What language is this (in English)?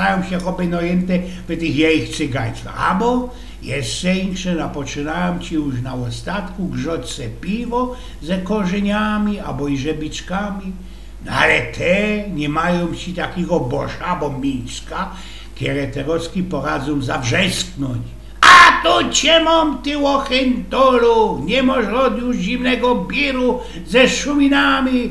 Silesian